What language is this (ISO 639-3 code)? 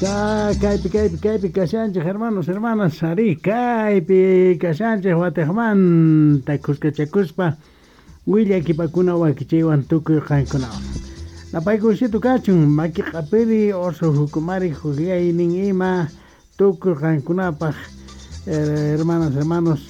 quh